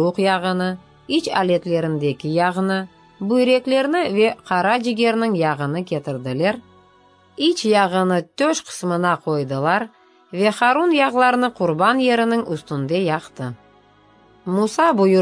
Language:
Crimean Tatar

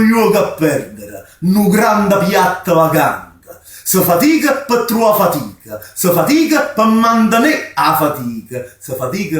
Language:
Neapolitan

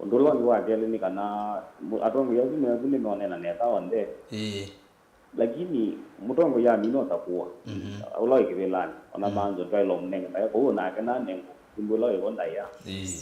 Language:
Kamba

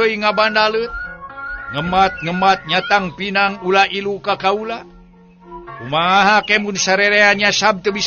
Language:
Sundanese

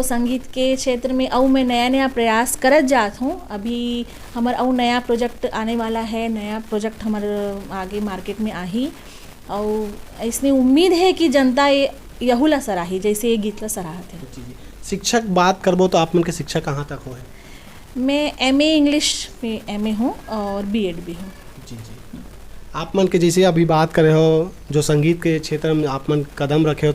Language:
Chhattisgarhi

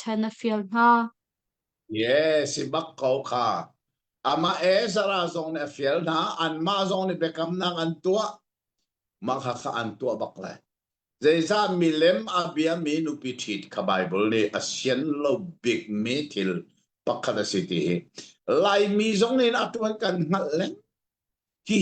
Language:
Hakha Chin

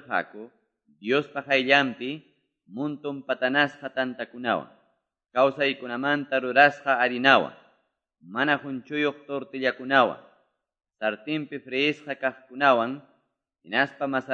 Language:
Quechua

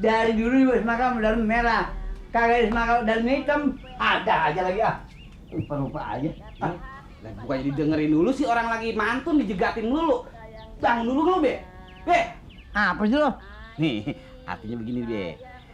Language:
Betawi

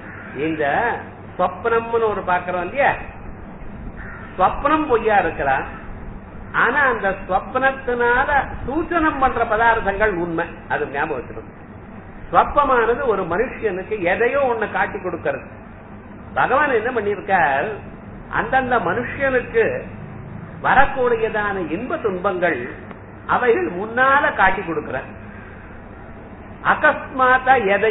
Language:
Tamil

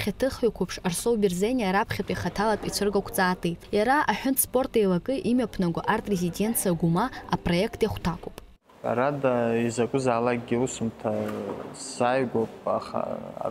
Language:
Abkhazian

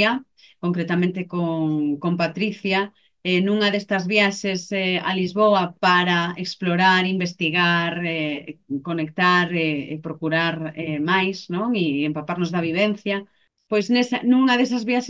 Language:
Galician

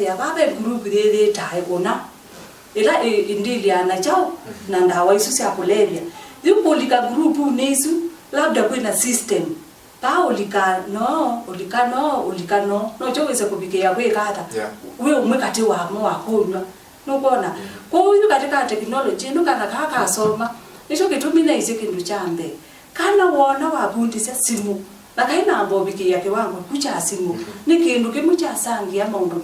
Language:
Kamba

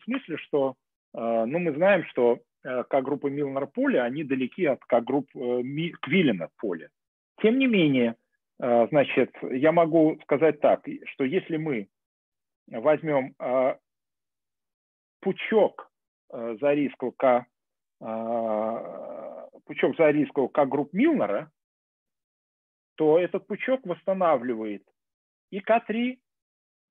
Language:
Russian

